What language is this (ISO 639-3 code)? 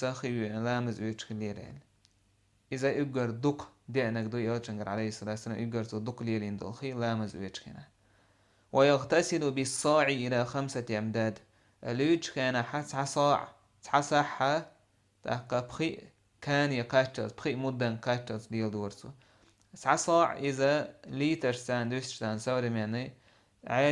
che